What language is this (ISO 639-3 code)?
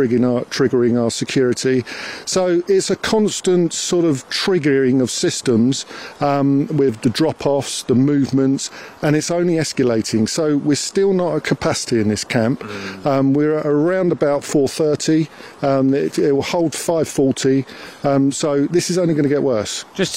eng